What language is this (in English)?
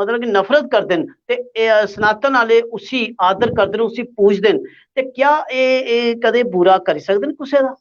Dogri